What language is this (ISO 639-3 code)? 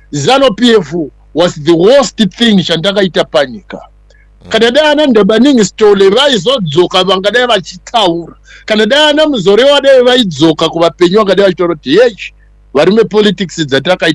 sna